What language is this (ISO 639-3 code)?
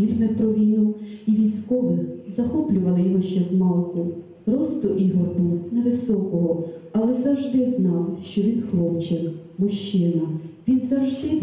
ukr